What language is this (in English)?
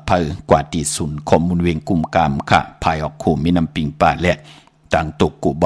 Shan